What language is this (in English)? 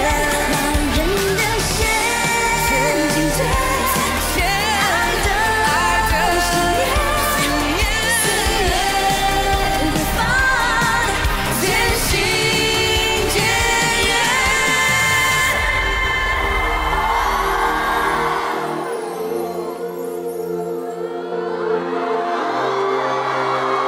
Chinese